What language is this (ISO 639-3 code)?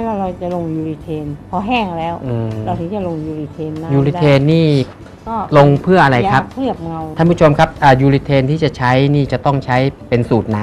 tha